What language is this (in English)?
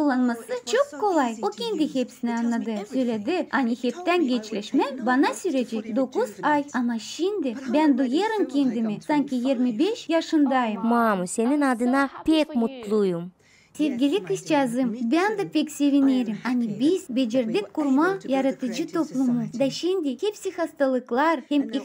Gagauz